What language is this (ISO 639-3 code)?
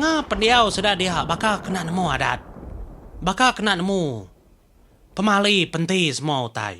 iba